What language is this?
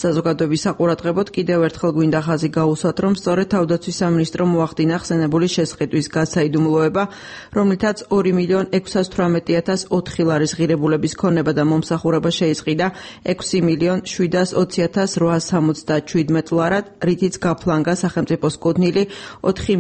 Georgian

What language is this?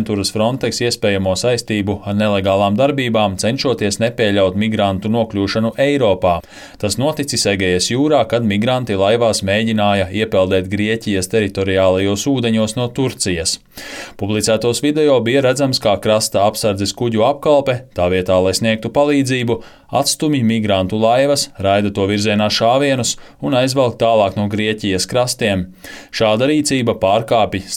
Latvian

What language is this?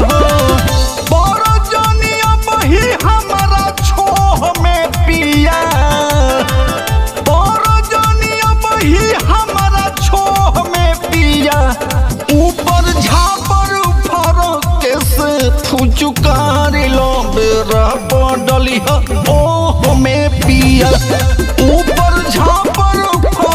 Bhojpuri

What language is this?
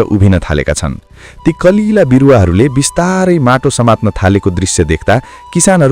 Nepali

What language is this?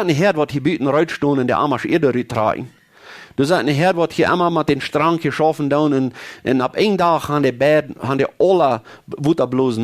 Plautdietsch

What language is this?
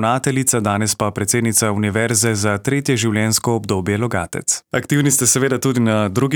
Slovenian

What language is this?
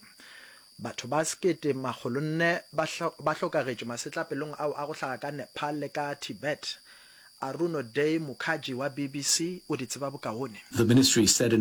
Northern Sotho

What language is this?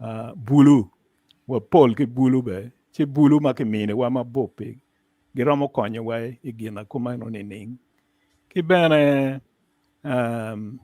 Acoli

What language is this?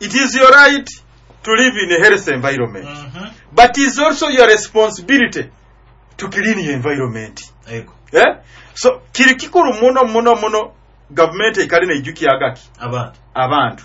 Nyoro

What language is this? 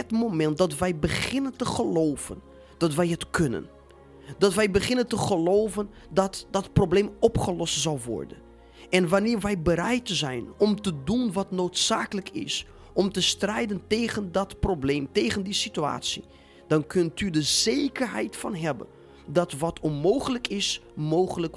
Dutch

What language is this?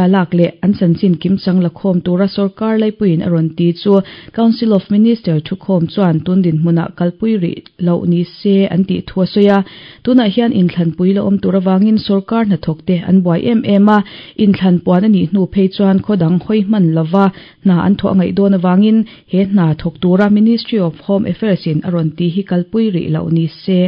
Mizo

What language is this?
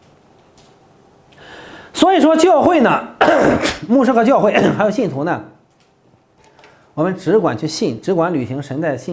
Chinese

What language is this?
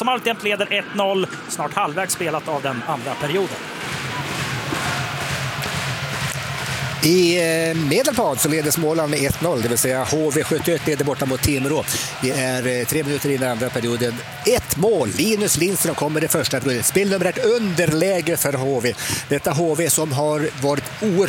Swedish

